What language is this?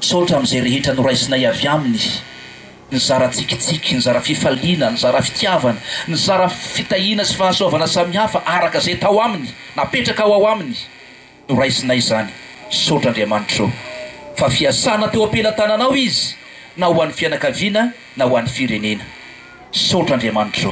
Malagasy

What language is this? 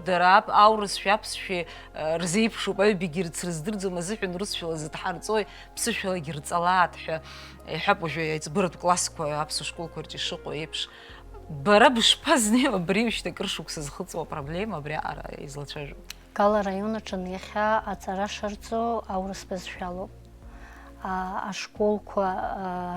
Abkhazian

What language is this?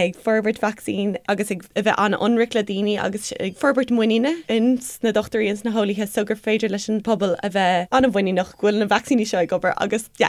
Irish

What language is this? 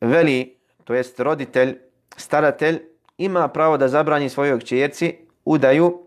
Bosnian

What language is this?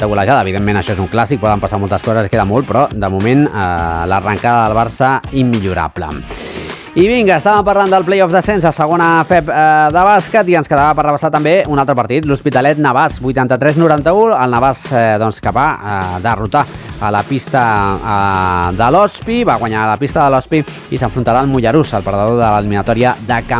Catalan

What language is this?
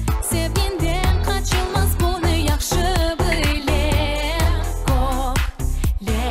Crimean Tatar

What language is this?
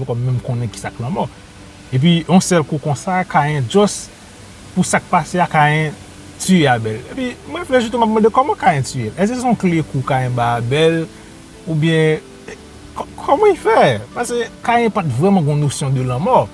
Haitian Creole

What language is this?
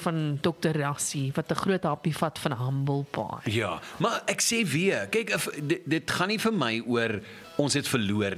Afrikaans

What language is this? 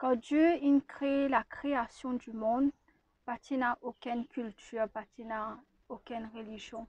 Morisyen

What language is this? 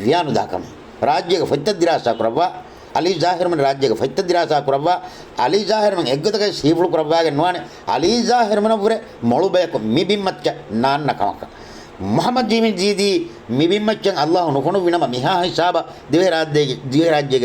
Divehi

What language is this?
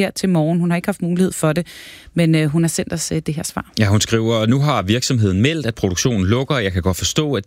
Danish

